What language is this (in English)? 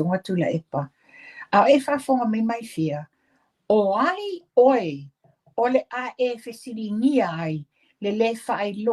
Samoan